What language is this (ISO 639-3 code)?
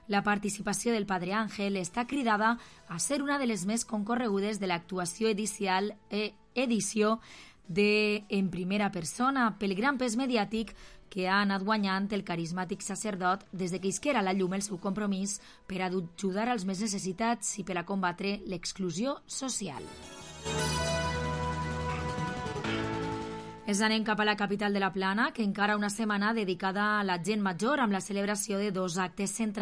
cat